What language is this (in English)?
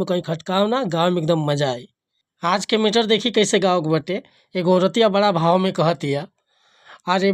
Bhojpuri